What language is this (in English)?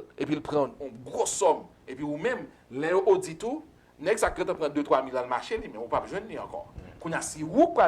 Haitian Creole